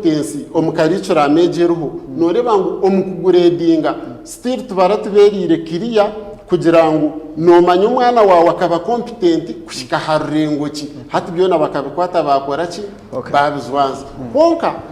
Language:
Nyankole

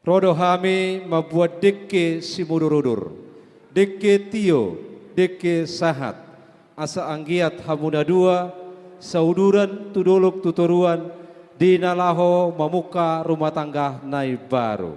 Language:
Batak Toba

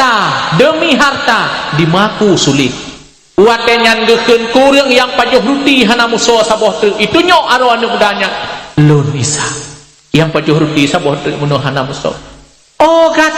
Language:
Achinese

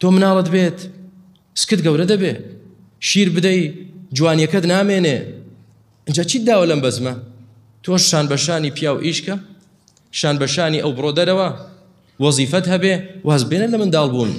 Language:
Central Kurdish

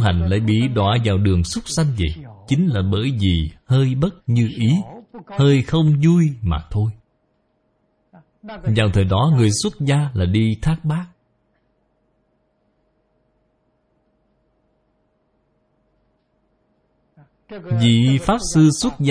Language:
Vietnamese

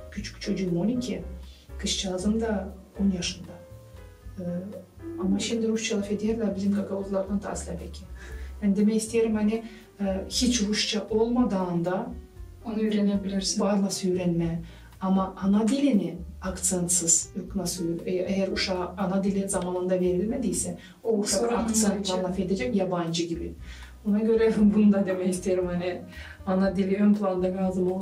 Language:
Gagauz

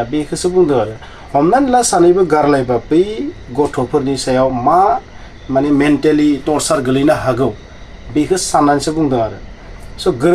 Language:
Bodo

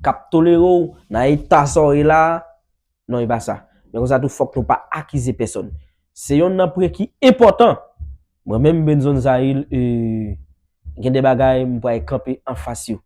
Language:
Haitian Creole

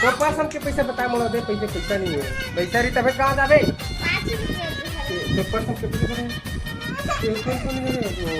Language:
Chhattisgarhi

